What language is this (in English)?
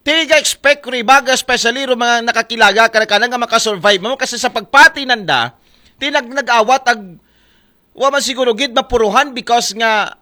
Aklanon